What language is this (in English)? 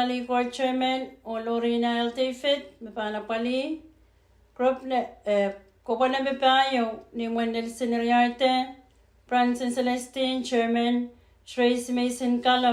Pohnpeian